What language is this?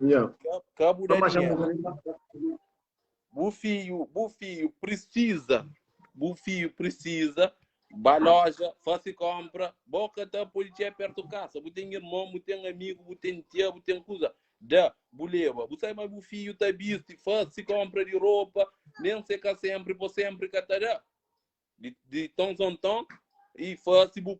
Kabuverdianu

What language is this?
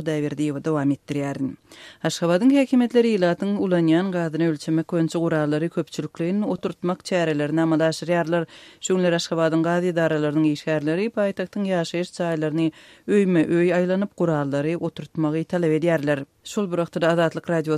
Turkmen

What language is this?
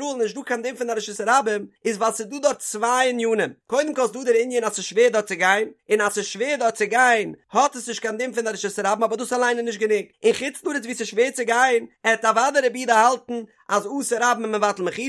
Yiddish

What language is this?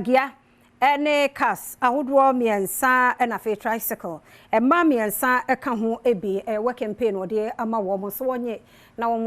Akan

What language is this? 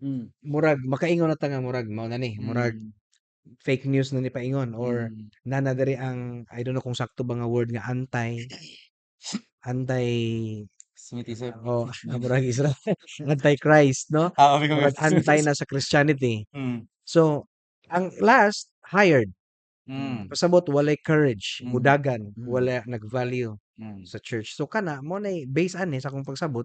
Cebuano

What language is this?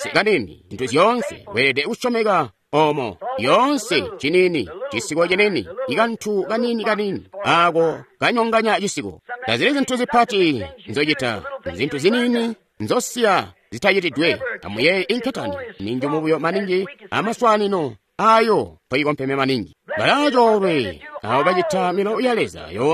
Tonga (Zambia)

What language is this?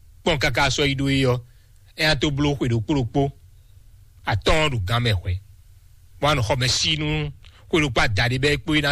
Fon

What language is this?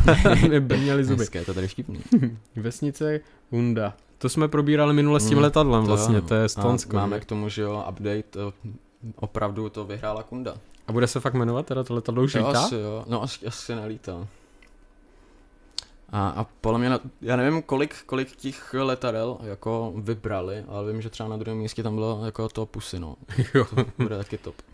Czech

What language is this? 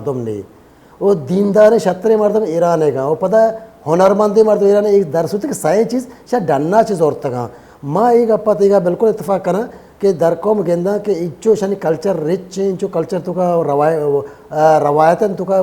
Baluchi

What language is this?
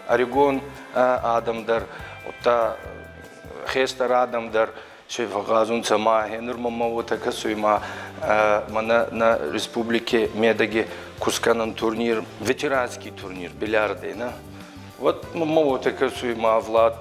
Ossetic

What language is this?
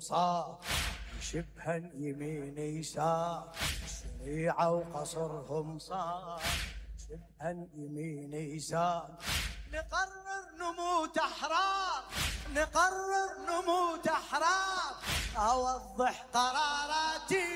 Mesopotamian Arabic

